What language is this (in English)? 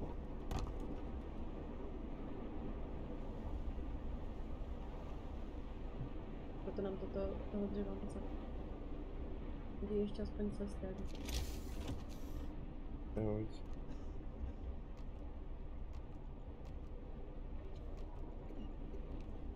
Czech